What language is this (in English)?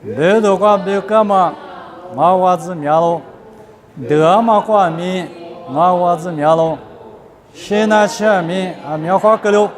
Lisu